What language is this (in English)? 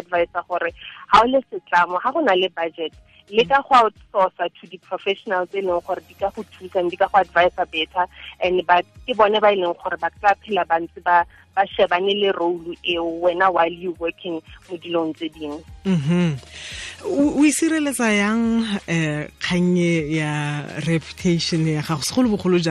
Tswana